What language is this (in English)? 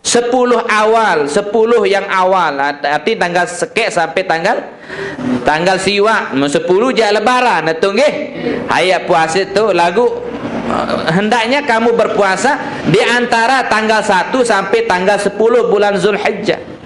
Sasak